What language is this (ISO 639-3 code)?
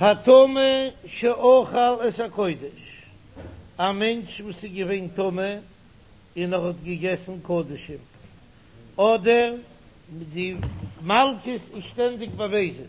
yid